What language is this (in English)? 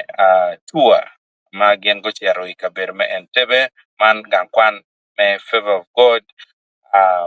Acoli